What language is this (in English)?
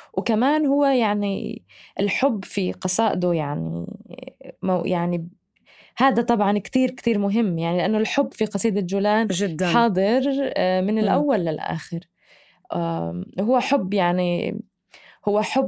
North Levantine Arabic